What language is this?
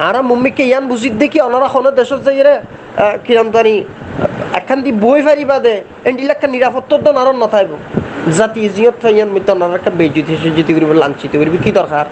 Rohingya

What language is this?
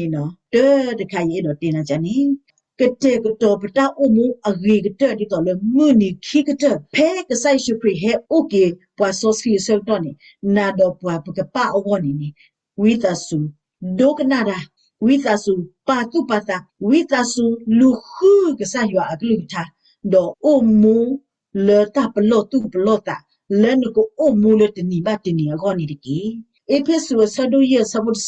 S'gaw Karen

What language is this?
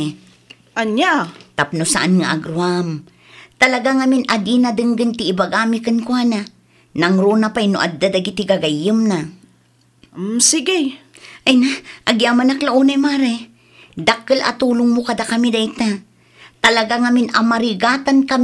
Iloko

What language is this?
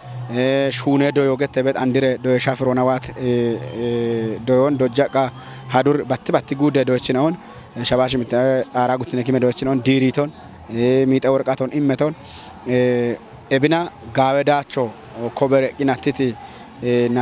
Kafa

